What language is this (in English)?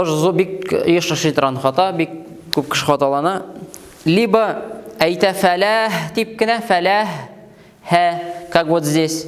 Tatar